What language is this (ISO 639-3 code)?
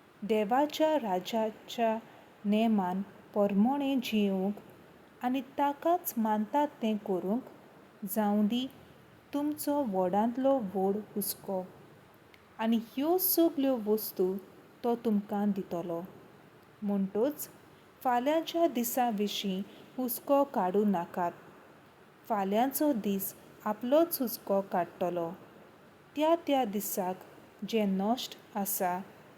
kok